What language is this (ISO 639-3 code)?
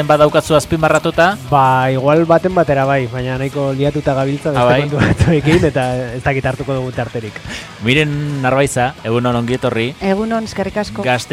eus